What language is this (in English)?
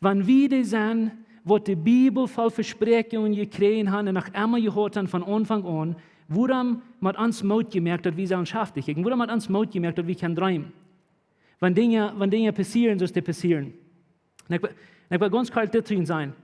Plautdietsch